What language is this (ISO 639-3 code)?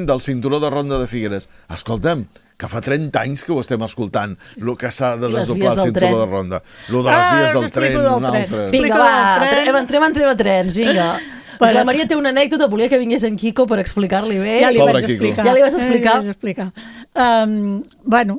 cat